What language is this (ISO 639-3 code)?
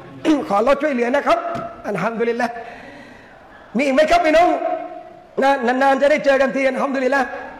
tha